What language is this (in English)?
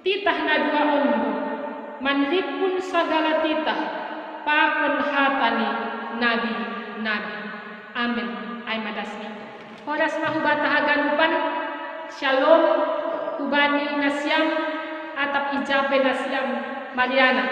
Batak Simalungun